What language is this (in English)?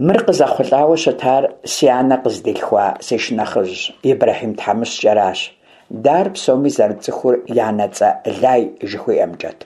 Kabardian